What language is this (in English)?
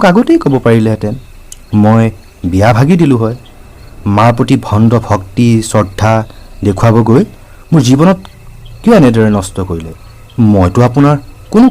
Assamese